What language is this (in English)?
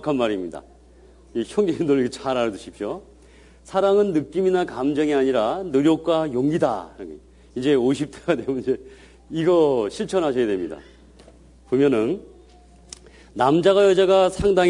Korean